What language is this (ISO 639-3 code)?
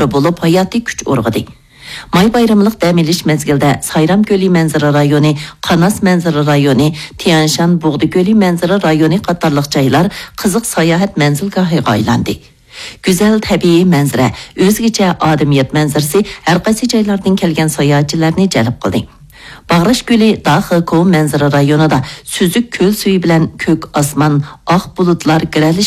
uig